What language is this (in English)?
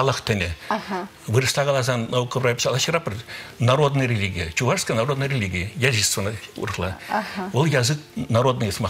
Chuvash